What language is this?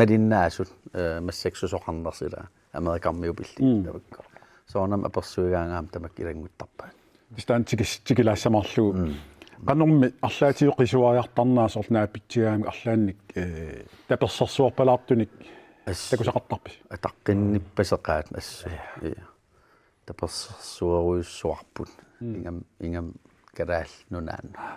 Kalaallisut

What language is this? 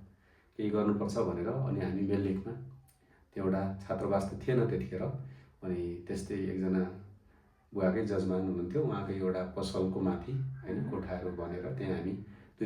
Nepali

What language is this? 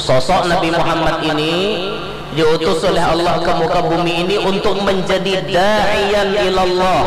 Banjar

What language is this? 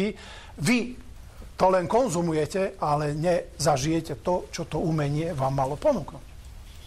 Slovak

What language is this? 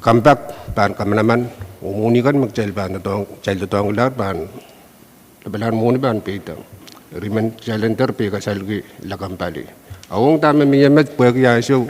Pohnpeian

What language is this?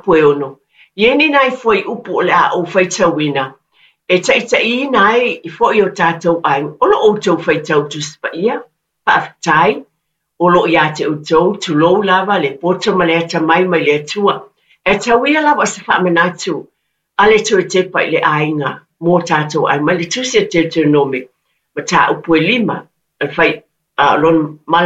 Samoan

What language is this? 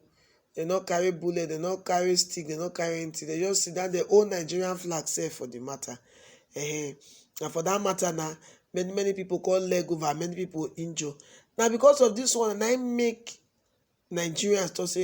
Nigerian Pidgin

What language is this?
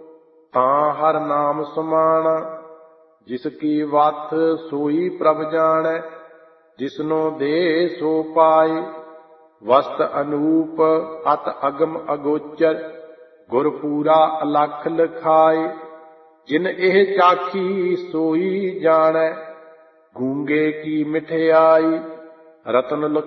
Punjabi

